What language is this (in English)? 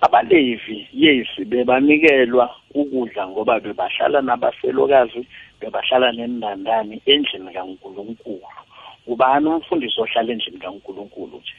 South Ndebele